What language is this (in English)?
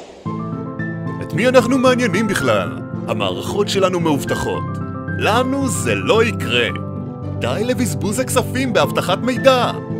Hebrew